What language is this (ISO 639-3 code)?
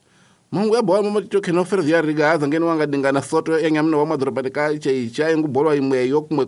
tso